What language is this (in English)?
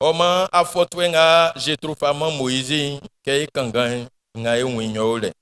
Baoulé